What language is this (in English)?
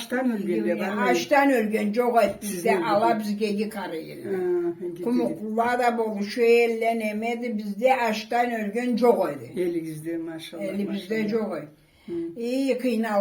Karachay-Balkar